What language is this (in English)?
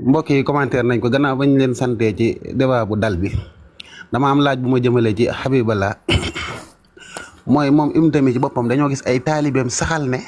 Wolof